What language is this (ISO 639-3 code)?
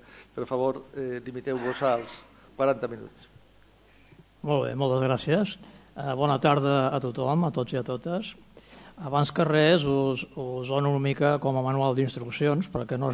cat